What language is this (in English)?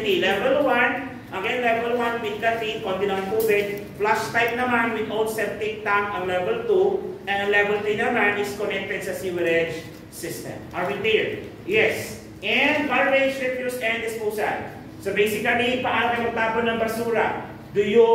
Filipino